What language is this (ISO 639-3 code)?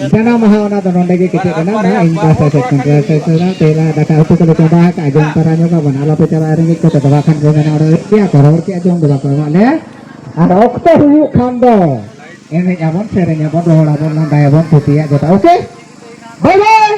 sat